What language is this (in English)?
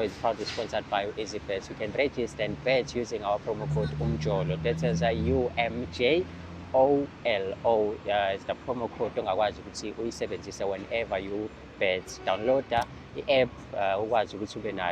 Zulu